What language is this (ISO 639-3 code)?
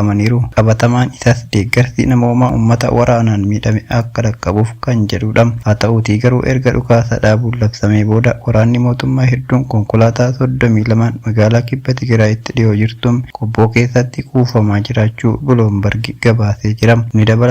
orm